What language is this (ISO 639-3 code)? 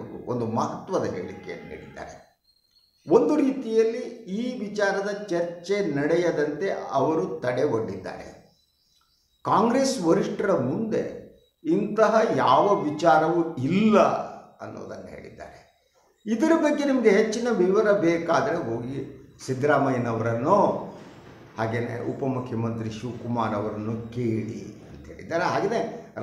kan